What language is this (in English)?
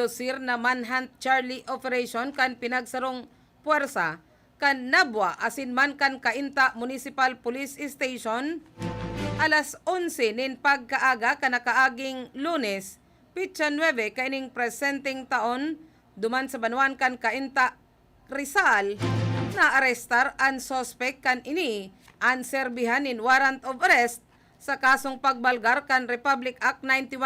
Bikol